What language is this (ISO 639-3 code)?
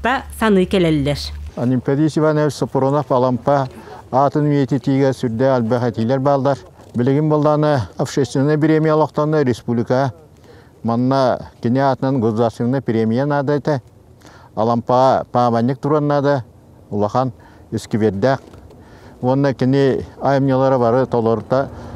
sah